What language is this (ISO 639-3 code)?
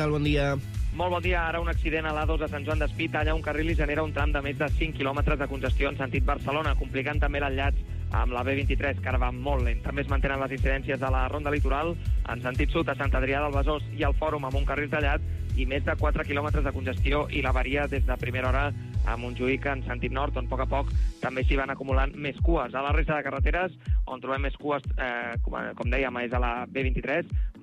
cat